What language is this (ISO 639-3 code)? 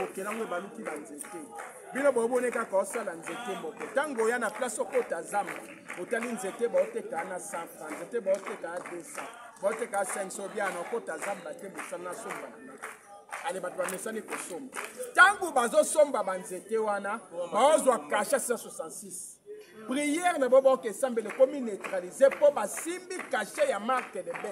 lin